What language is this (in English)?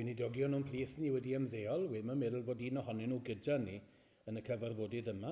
Welsh